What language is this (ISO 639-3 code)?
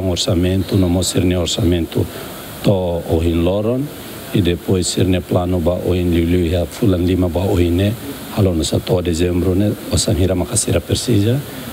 tet